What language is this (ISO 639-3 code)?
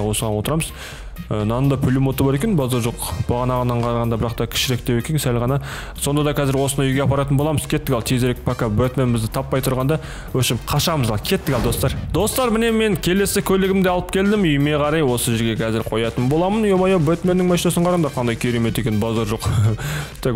kaz